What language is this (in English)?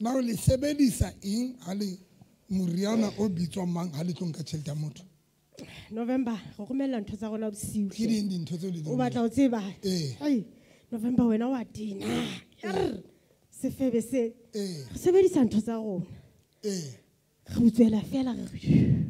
Southern Sotho